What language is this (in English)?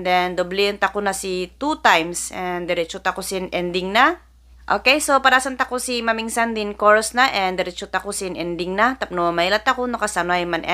Kankanaey